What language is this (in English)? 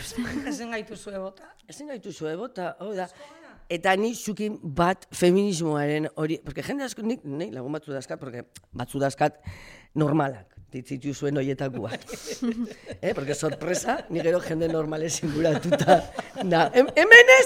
Basque